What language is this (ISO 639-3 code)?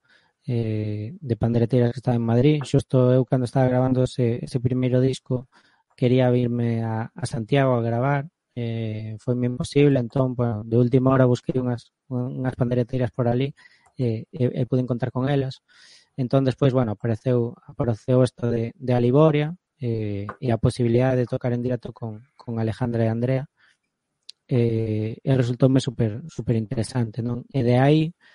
glg